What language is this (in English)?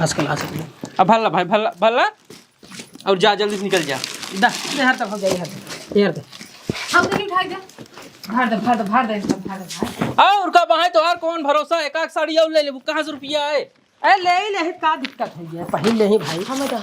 Awadhi